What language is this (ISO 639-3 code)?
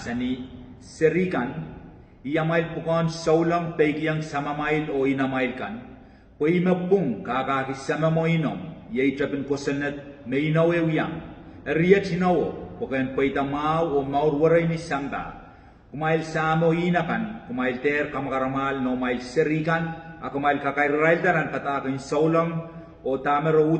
pon